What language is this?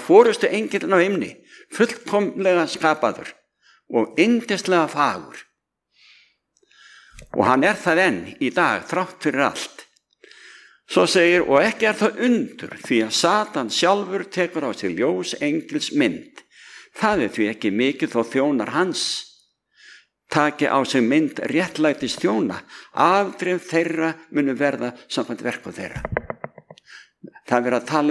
Icelandic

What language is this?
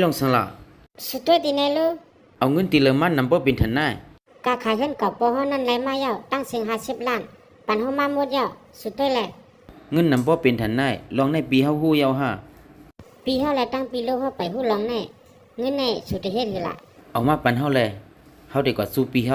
Shan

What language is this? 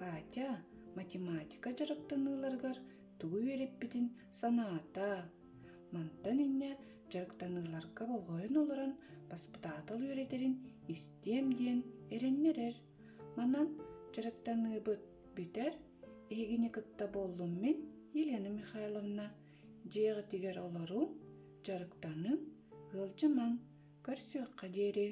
Yakut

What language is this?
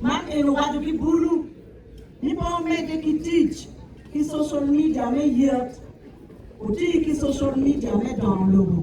Acoli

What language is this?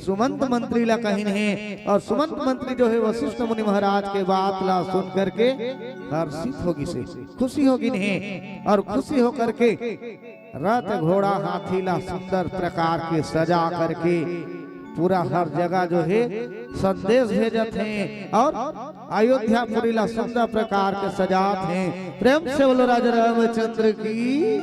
Chhattisgarhi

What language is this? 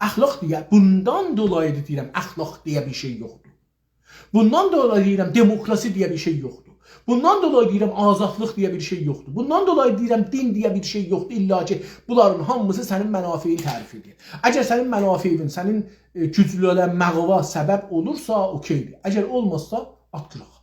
South Azerbaijani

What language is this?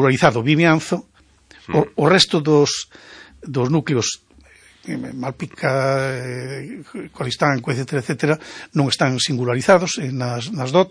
Galician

